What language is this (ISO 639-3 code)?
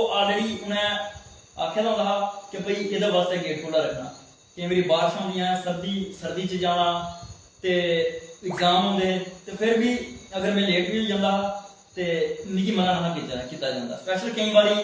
doi